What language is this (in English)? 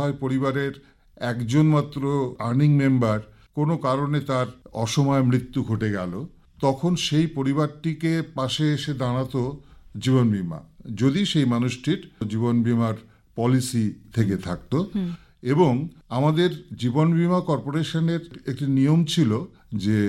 Bangla